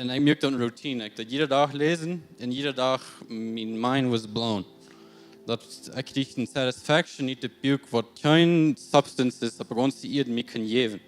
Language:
Plautdietsch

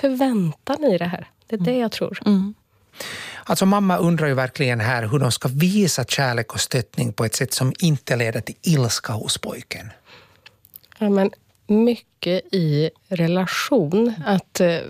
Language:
Swedish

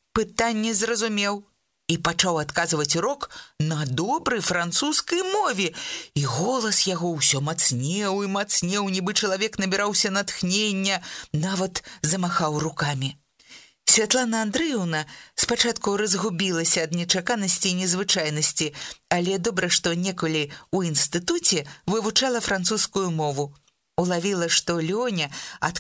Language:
Belarusian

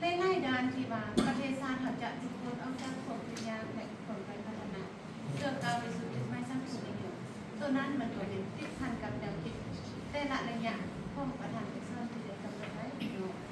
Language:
Lao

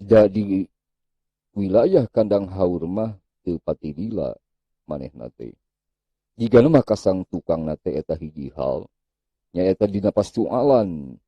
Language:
Sundanese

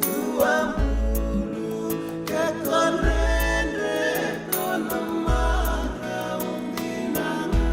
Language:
Fijian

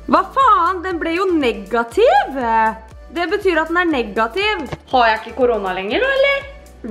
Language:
Norwegian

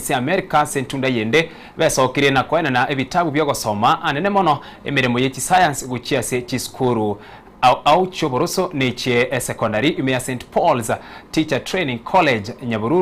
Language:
Gusii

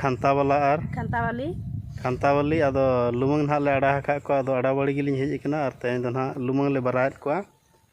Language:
Santali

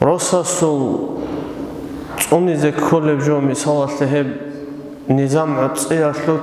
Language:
Avaric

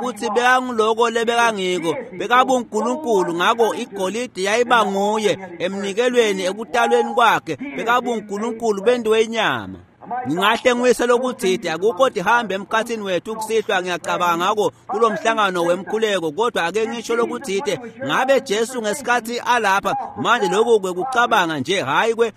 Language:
Swati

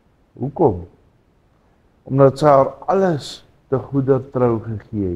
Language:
Afrikaans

